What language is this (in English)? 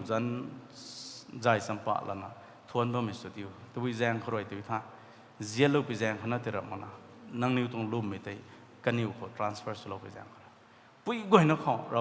Rongmei Naga